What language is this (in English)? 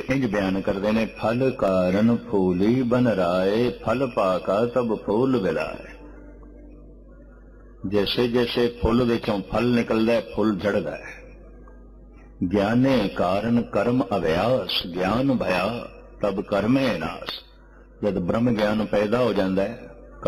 Punjabi